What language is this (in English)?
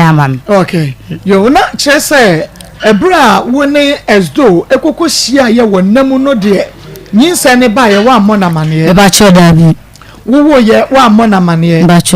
Akan